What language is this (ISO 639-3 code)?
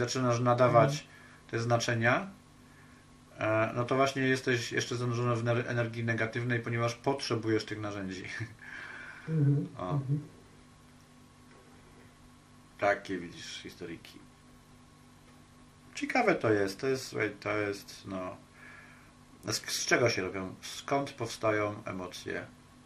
pol